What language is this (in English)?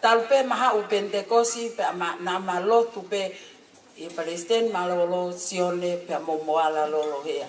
Tongan